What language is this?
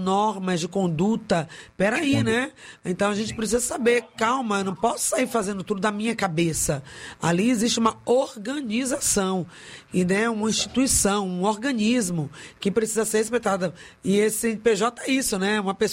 Portuguese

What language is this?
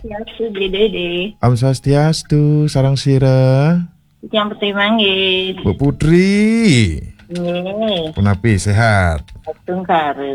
Balinese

